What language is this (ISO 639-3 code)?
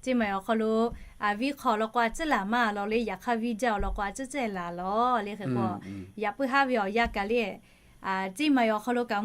lhu